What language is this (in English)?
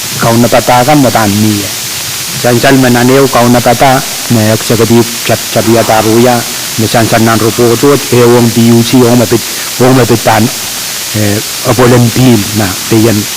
Pohnpeian